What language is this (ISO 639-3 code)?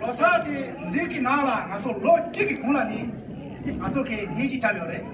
bod